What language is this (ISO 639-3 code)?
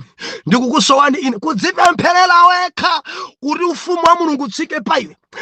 nya